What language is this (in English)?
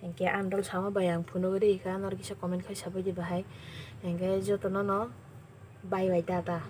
Kok Borok